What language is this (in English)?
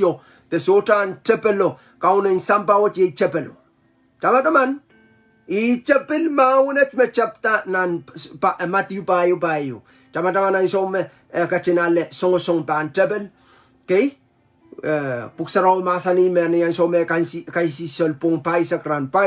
Pohnpeian